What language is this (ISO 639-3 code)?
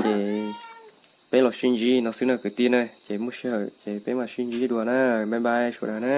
hmn